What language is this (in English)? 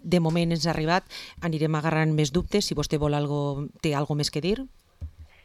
Catalan